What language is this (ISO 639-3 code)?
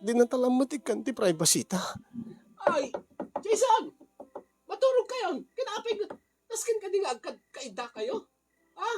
ilo